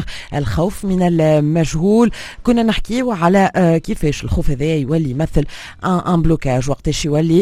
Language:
Tunisian Arabic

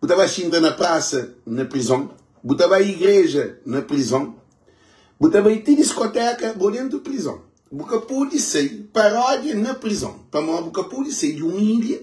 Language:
Kabuverdianu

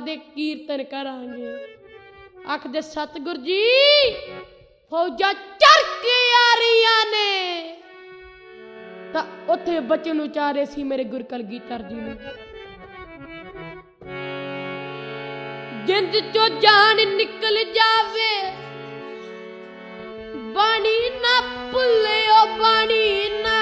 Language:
Punjabi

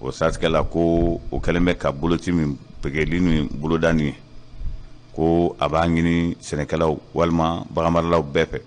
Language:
Bambara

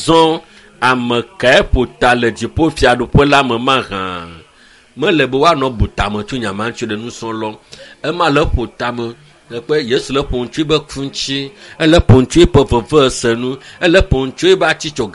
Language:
Ewe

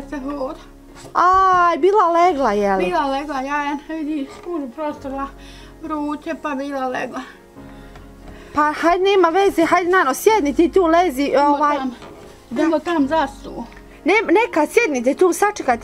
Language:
Bosnian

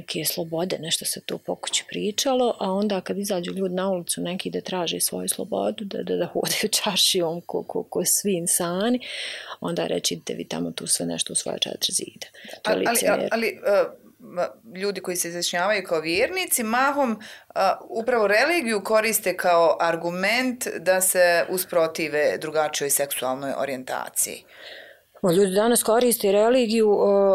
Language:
Bosnian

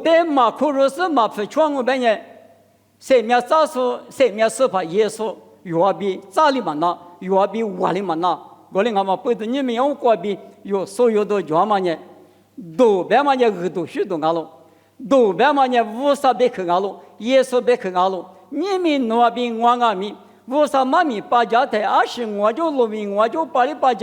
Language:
Lisu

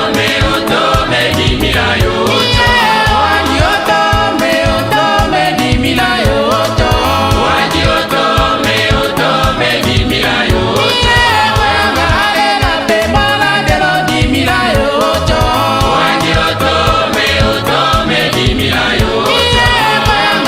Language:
Tetela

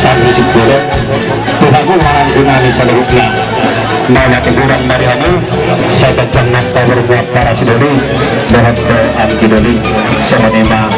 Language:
Batak Toba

